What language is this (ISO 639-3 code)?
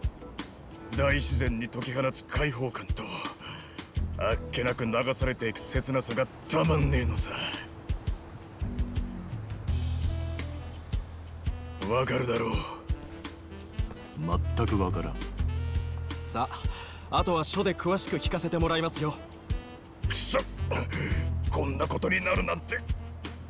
jpn